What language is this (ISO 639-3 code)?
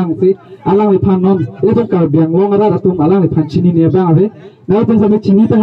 mjw